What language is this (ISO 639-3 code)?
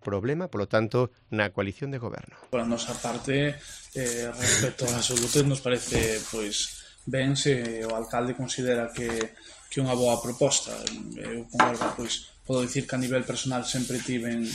glg